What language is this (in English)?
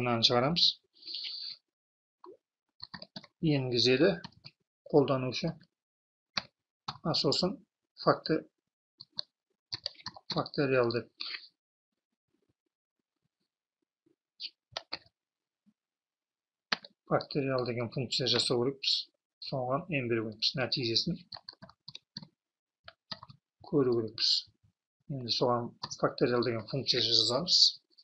Kazakh